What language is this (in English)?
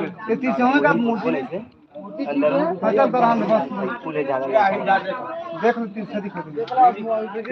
Chhattisgarhi